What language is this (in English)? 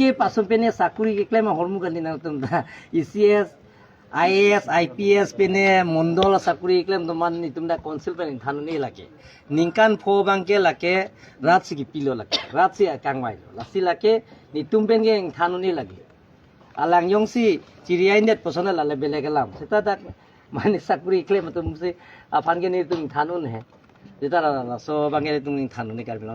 Karbi